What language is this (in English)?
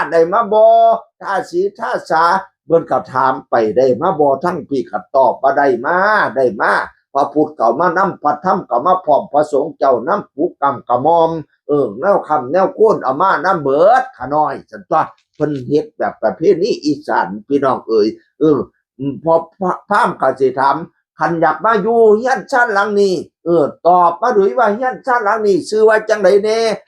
Northeastern Thai